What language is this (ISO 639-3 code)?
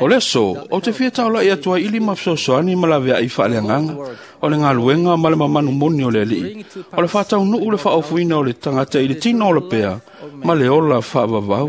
smo